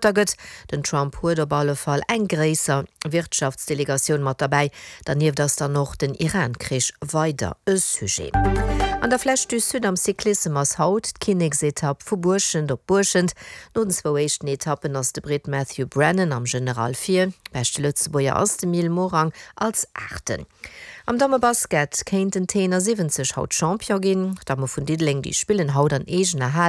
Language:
Luxembourgish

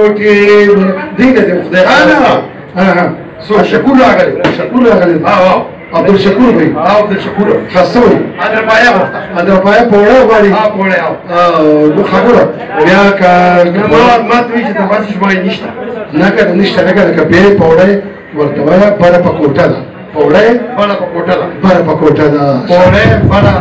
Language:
Pashto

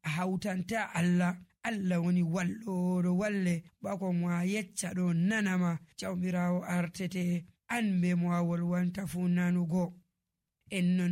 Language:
Nigerian Fulfulde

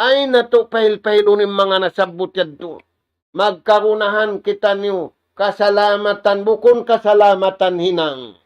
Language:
Tausug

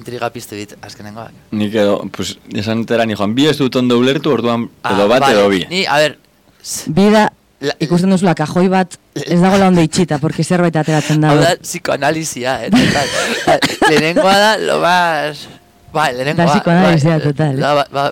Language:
Basque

